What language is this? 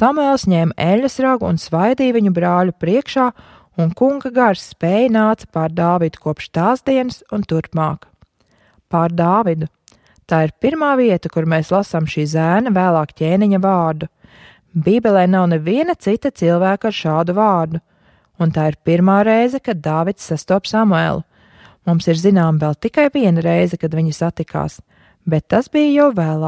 Latvian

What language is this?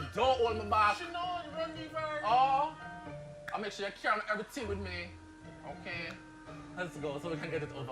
Jamaican Creole English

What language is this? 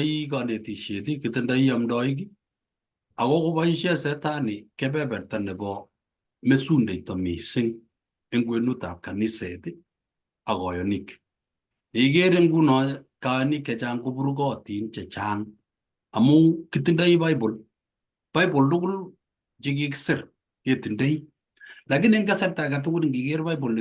Kalenjin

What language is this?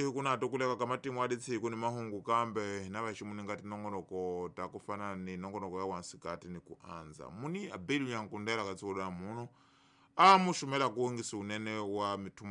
Tsonga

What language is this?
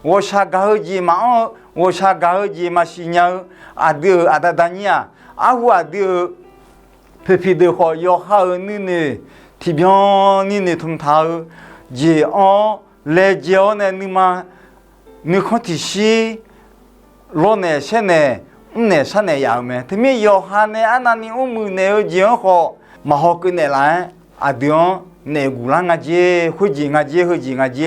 Akha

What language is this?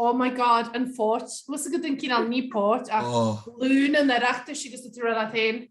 Irish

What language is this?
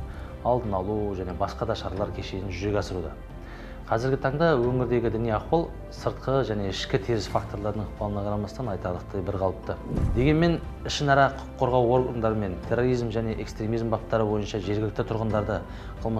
Kazakh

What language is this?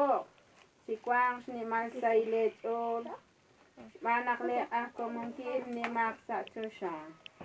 Kekchí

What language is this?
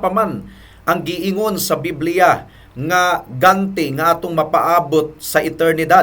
Cebuano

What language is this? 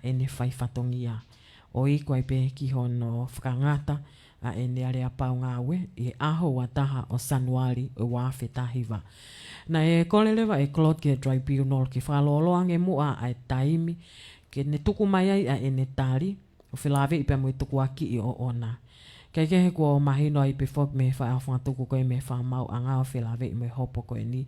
Tongan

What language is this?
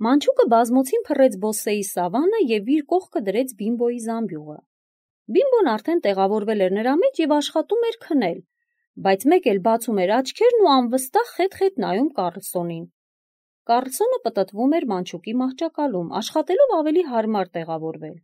Armenian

